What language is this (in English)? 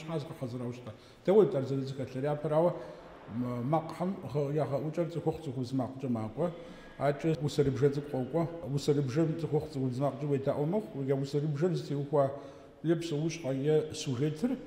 Kabardian